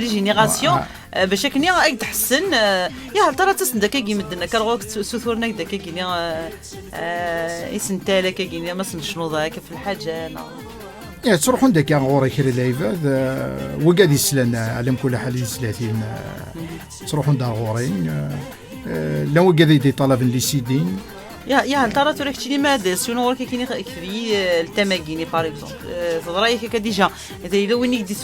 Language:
Kabyle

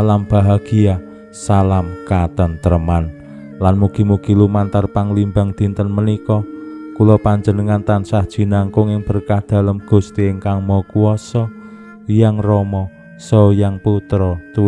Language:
Javanese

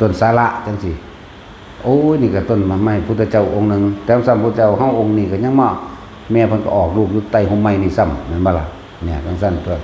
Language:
Lao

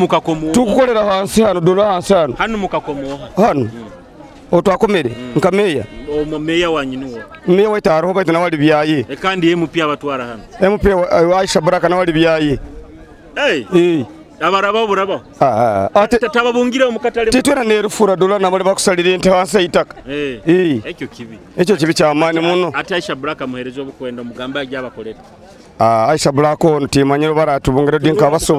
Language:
Nyoro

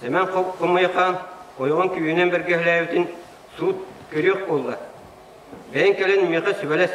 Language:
Yakut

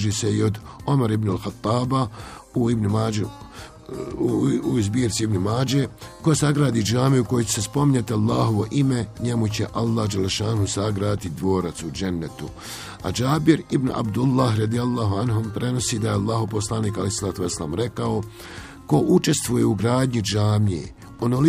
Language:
Bosnian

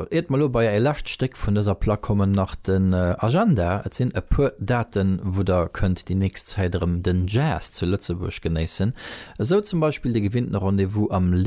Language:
Luxembourgish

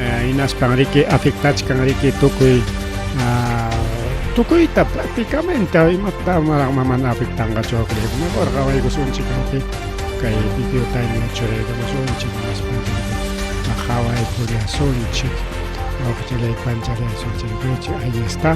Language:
Ayacucho Quechua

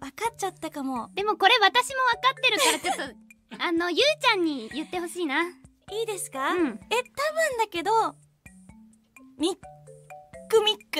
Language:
Japanese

